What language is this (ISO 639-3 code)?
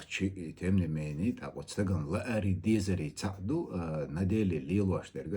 che